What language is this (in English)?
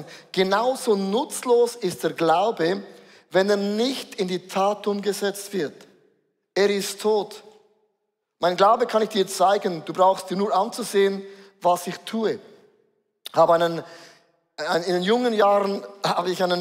Swiss German